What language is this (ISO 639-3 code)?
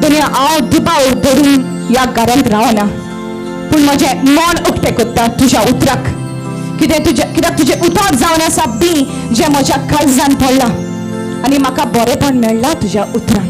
kok